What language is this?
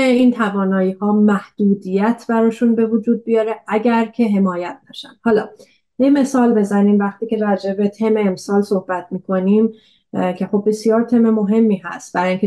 Persian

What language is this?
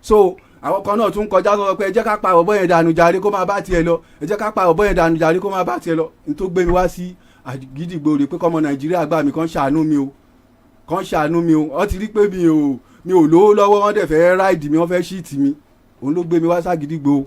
Yoruba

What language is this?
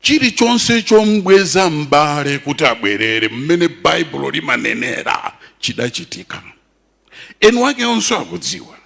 Nyanja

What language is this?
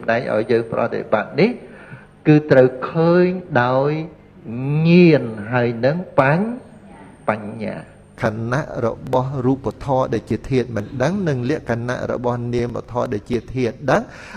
Khmer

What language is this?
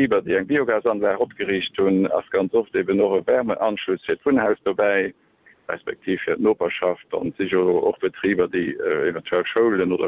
Luxembourgish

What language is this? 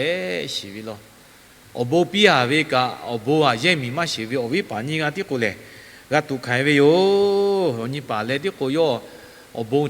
Lahu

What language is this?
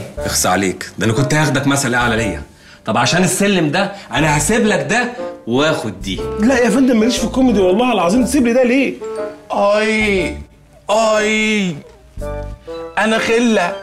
Egyptian Arabic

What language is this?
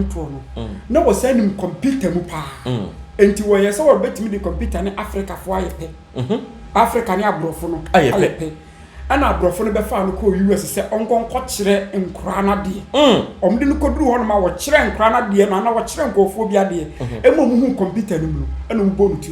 Akan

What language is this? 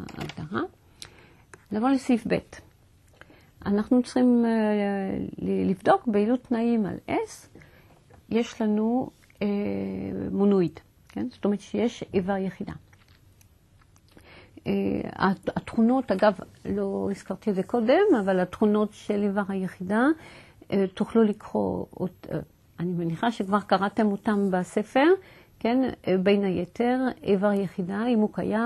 Hebrew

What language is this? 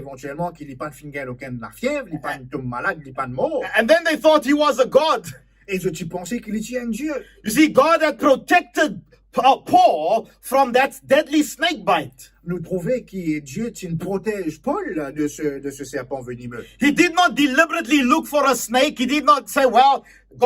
Morisyen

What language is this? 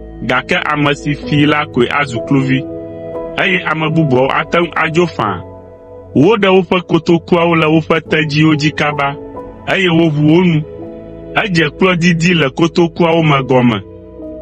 Ewe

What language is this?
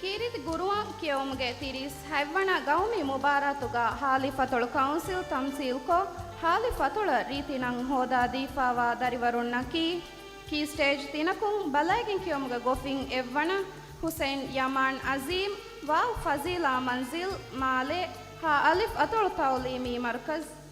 Divehi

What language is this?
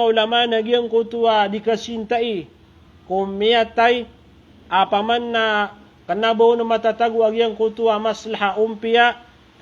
Maranao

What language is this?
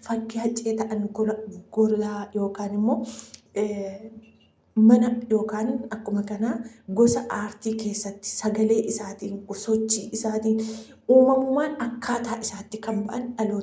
Oromo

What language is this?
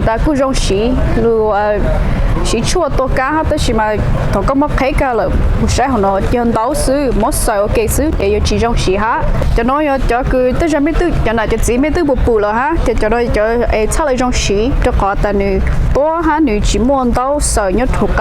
Hmong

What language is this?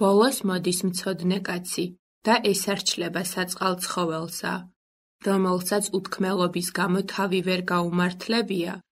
Georgian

